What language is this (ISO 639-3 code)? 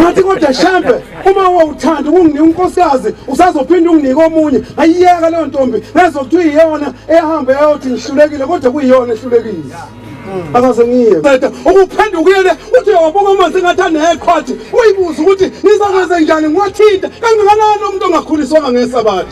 zul